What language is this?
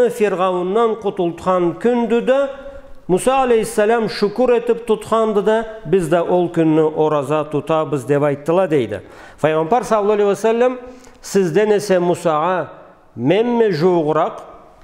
Karachay-Balkar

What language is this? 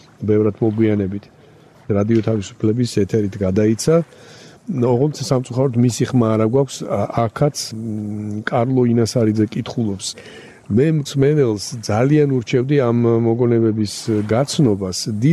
Georgian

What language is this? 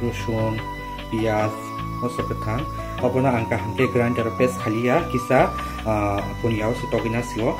Kok Borok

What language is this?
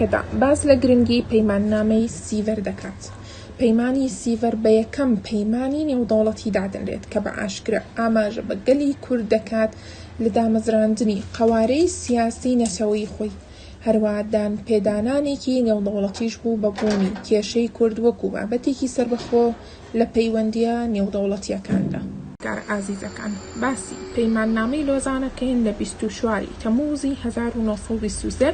Central Kurdish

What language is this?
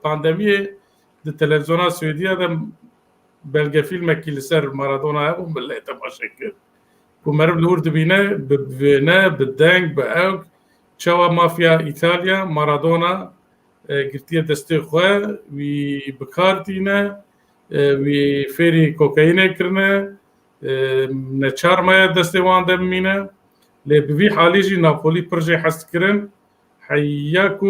Kurdish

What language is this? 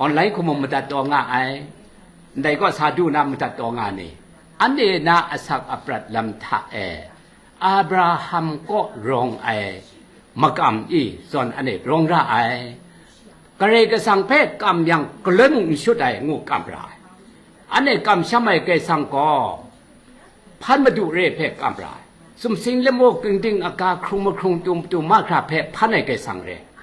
Kachin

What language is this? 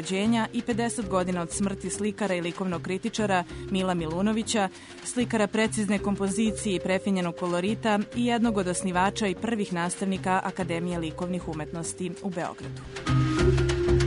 Serbian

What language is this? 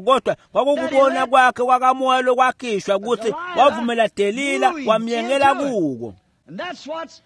Swati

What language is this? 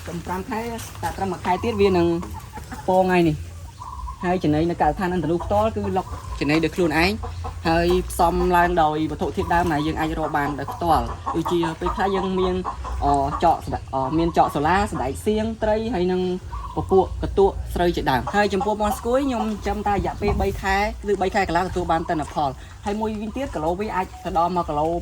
Khmer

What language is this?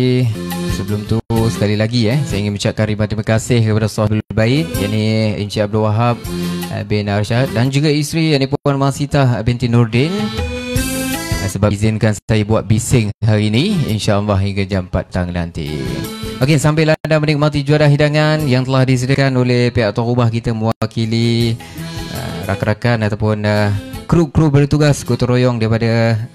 Malay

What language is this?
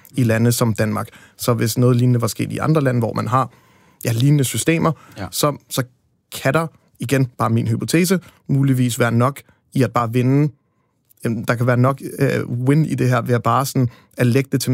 Danish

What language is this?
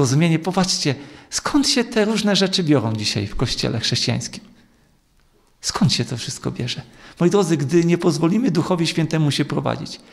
Polish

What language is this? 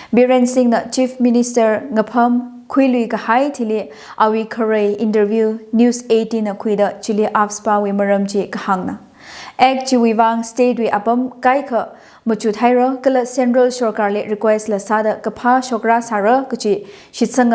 Tangkhul Naga (India)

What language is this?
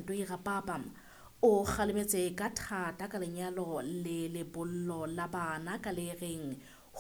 Southern Sotho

